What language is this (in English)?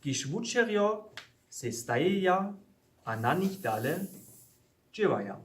Upper Sorbian